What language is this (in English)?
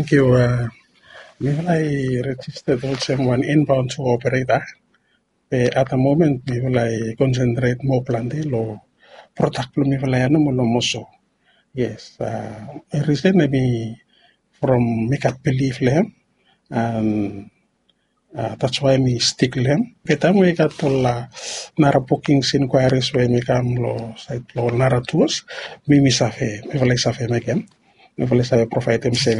Bislama